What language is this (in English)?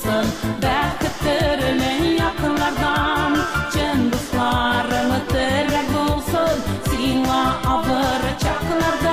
Bashkir